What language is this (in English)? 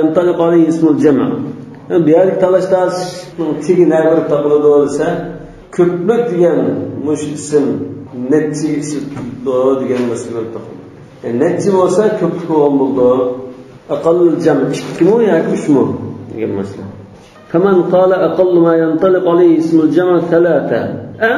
Uyghur